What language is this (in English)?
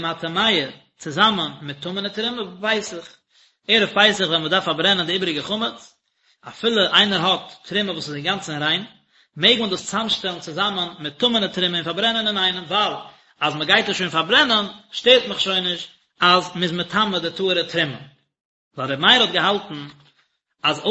Yiddish